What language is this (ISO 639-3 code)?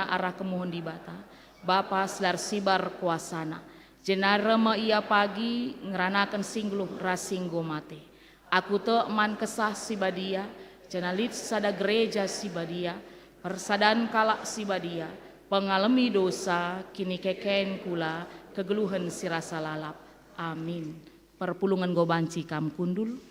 btx